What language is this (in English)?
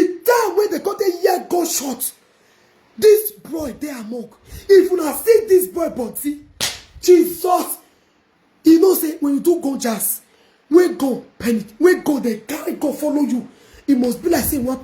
Nigerian Pidgin